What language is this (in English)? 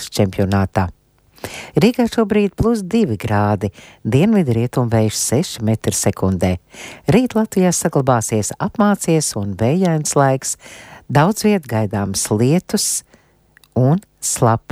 Latvian